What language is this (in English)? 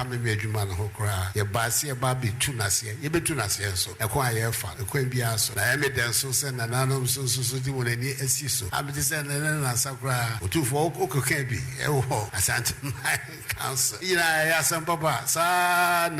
Akan